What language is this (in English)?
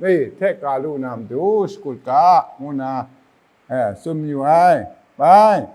Kachin